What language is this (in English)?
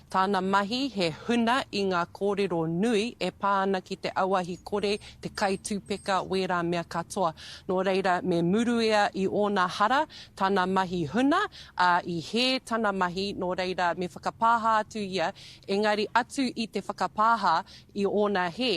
Māori